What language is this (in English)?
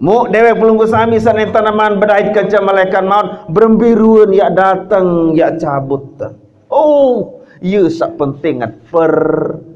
Sasak